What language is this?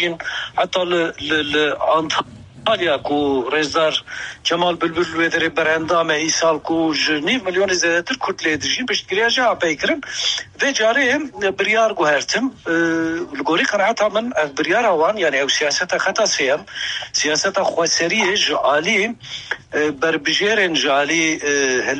Kurdish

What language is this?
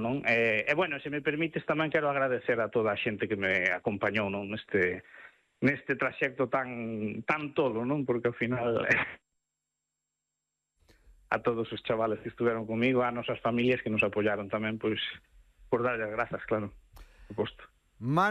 Galician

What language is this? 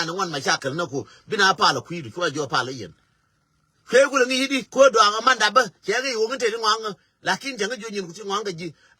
Nuer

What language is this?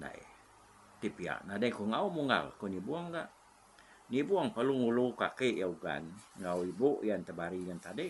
Iban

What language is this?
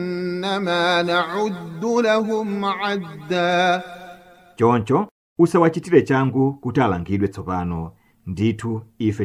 Nyanja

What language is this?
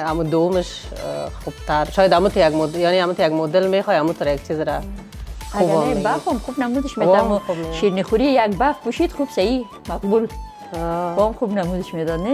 Persian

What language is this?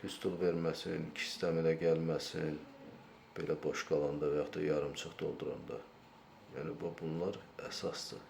Azerbaijani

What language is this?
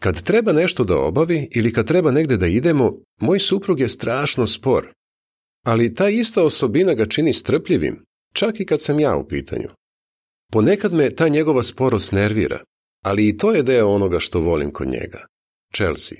Serbian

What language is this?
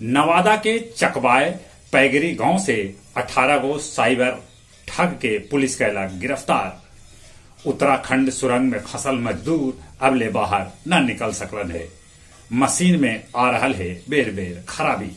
Magahi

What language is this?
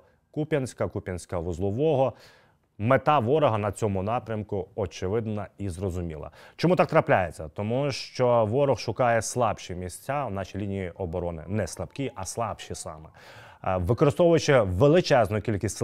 Ukrainian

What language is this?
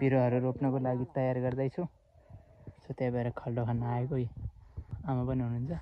Nepali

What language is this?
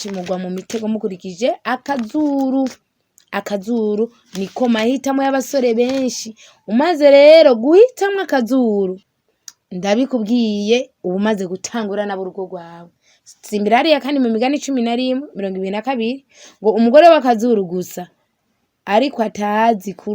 Rundi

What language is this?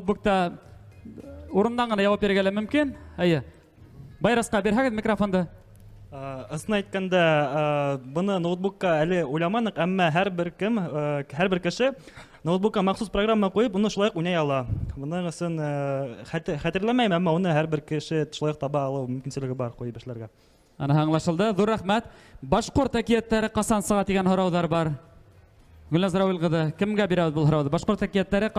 Bashkir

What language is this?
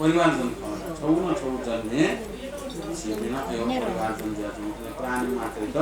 Newari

